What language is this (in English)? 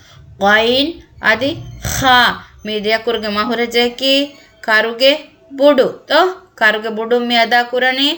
Divehi